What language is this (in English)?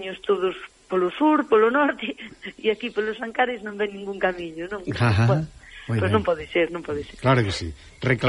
Galician